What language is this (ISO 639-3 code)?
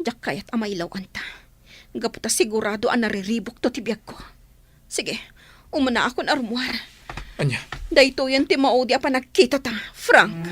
ilo